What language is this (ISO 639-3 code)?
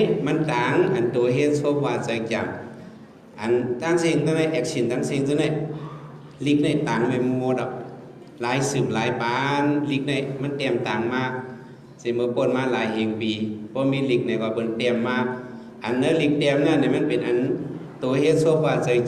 shn